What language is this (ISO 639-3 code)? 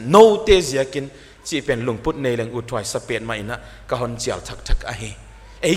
pck